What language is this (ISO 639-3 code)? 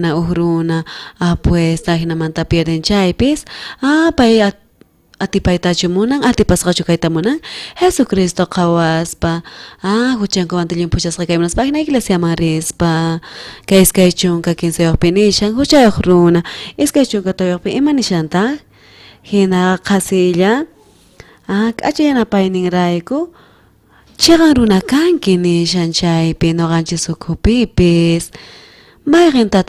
quh